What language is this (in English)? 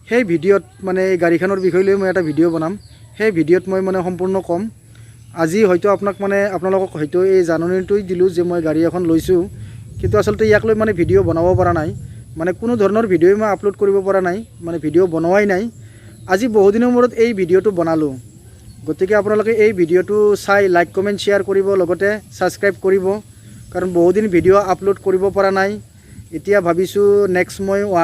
Assamese